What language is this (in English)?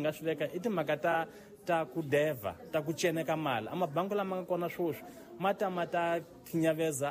Tsonga